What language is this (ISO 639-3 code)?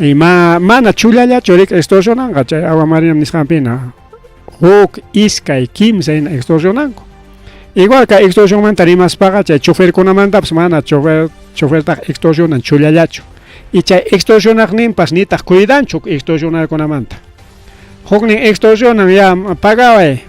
quy